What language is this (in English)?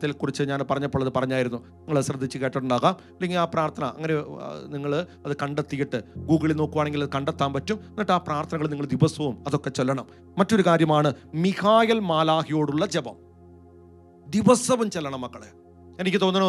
Malayalam